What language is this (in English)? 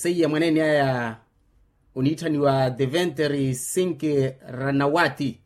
Makhuwa